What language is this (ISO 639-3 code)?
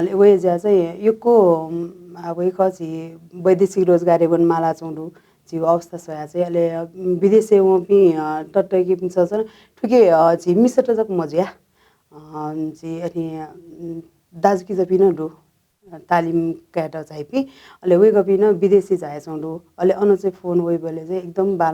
new